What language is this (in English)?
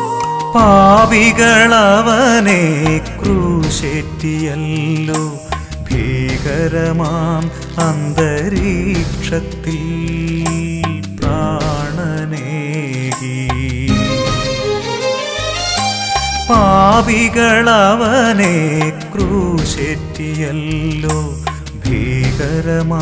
Malayalam